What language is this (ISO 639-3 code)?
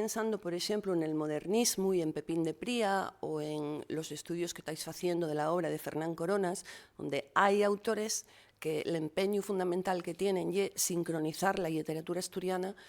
ast